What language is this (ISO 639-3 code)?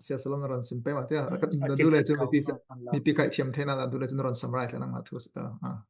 cfm